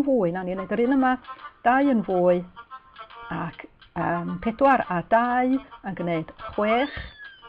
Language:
Welsh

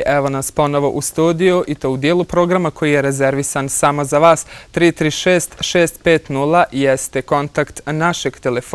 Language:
Bosnian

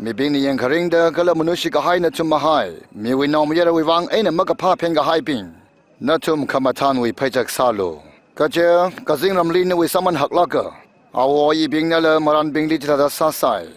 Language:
Tangkhul Naga (India)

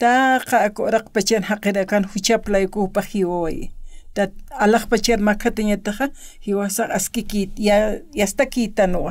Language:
Aymara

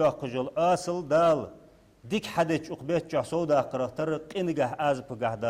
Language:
Ingush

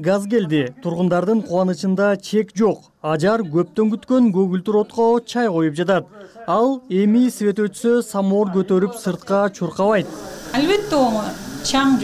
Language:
Kyrgyz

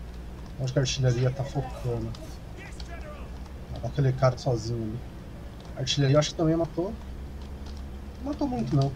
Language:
Portuguese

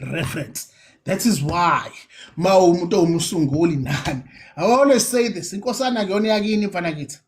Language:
Zulu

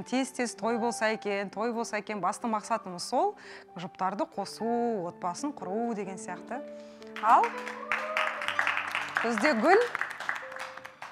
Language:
Kazakh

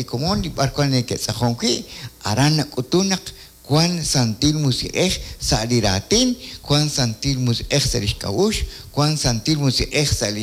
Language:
Kekchí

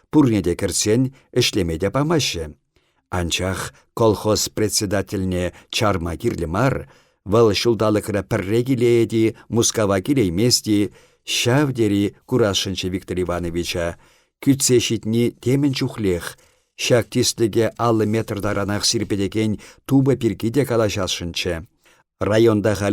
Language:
Chuvash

